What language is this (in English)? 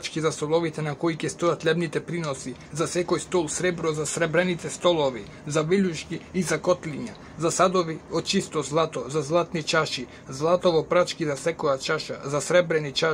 Macedonian